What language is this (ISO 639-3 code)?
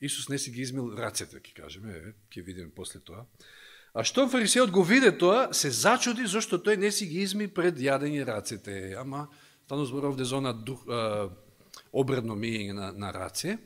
mkd